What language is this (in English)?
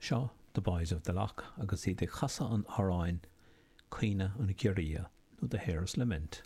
Irish